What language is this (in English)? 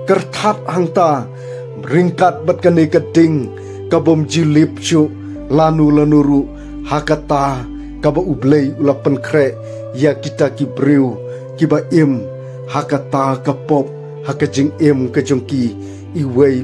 Khasi